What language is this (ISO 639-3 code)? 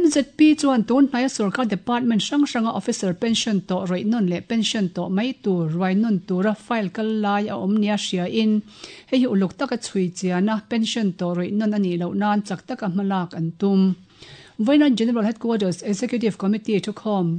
lus